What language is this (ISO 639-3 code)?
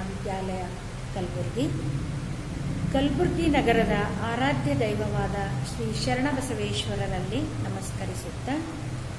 kan